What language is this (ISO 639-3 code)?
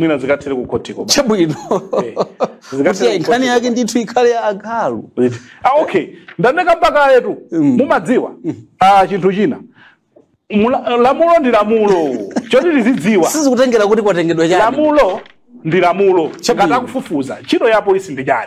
nya